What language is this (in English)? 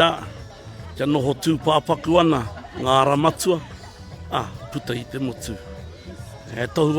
Māori